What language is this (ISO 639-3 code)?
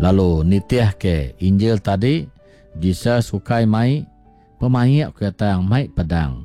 iba